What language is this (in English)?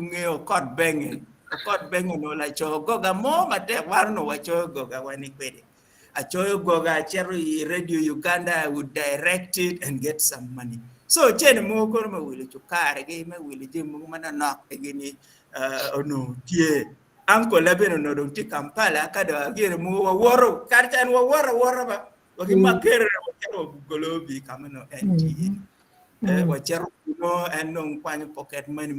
Acoli